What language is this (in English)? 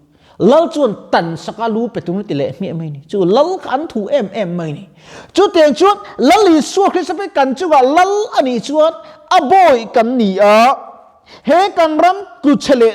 Mizo